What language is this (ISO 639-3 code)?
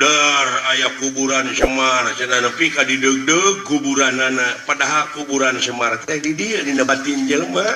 sun